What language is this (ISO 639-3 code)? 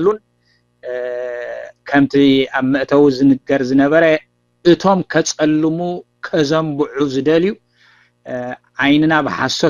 tir